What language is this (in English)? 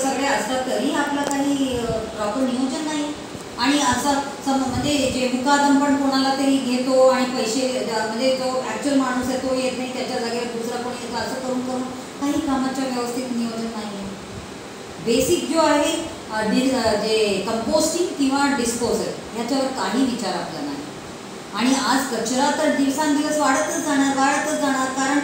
Marathi